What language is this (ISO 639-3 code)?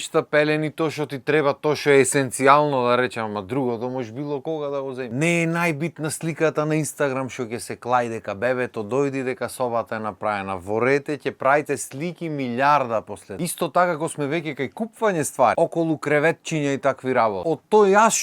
mkd